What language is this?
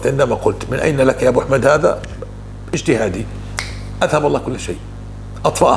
North Levantine Arabic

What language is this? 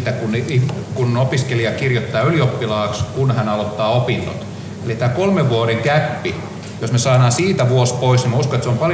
Finnish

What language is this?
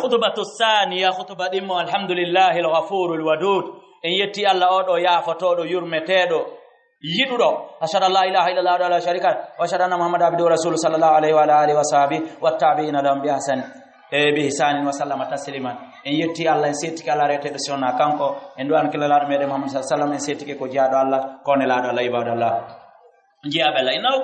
Fula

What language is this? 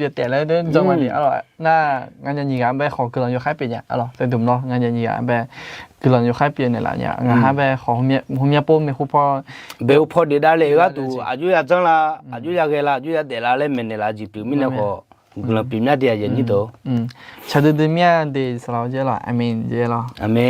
Akha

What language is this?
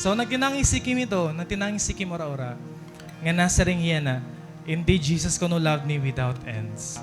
Waray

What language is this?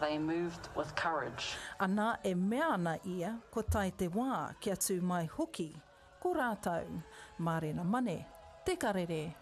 Māori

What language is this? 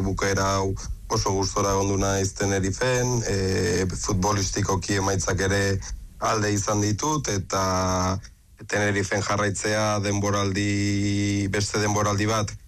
Basque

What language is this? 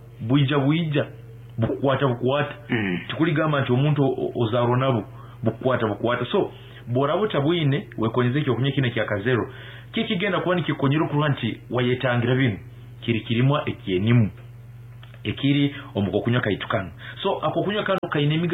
Nyankole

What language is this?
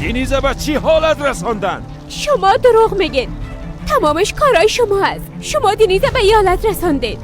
Persian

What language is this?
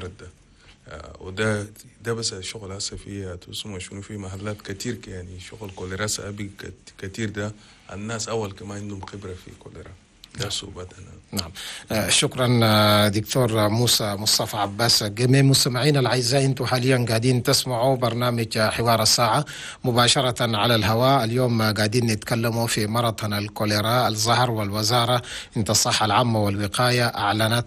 Chadian Arabic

